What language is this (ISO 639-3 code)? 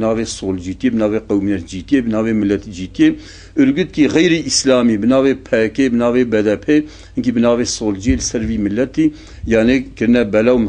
kur